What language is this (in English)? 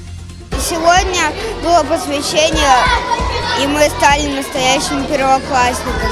Russian